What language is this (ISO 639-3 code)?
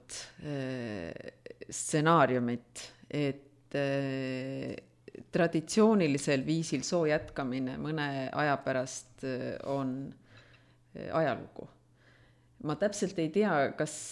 est